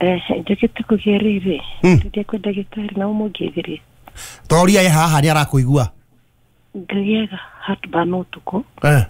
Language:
Kikuyu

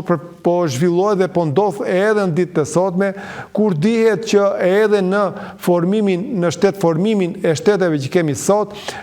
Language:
Albanian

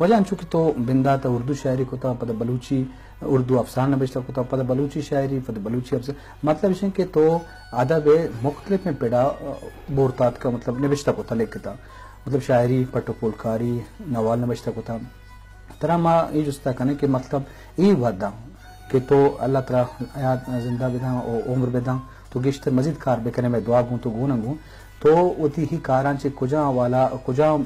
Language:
Eastern Balochi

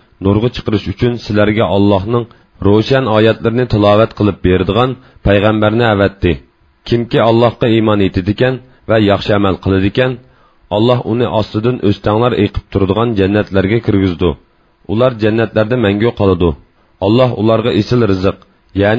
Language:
Uyghur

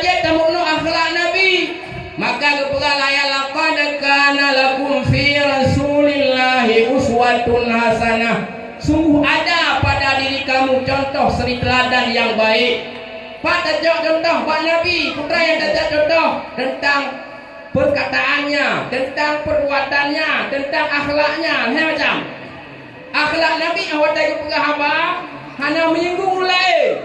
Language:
Achinese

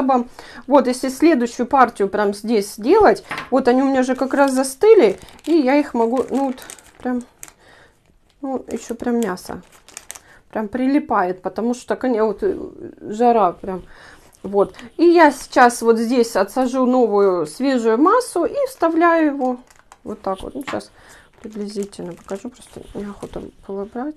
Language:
Russian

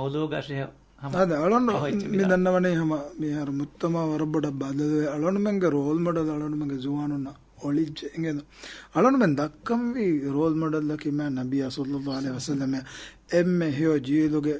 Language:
Divehi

